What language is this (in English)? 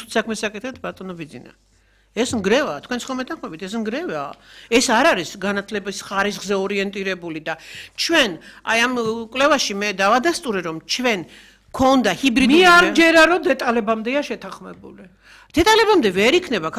Georgian